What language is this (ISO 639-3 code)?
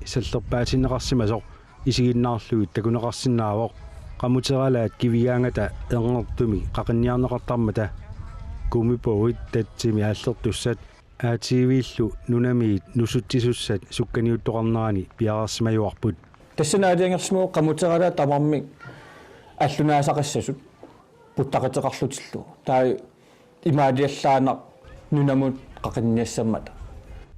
kal